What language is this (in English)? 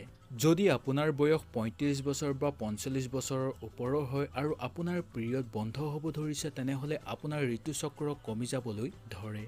Assamese